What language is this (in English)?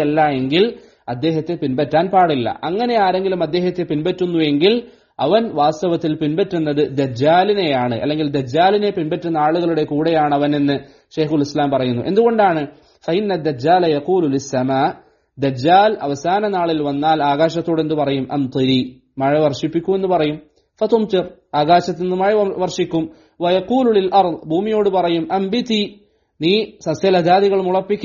Malayalam